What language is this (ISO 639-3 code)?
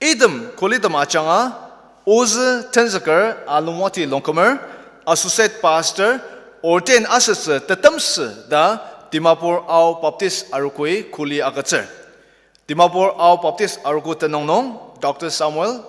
njo